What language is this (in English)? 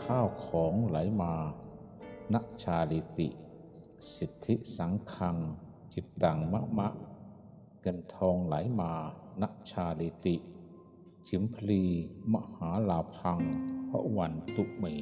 Pali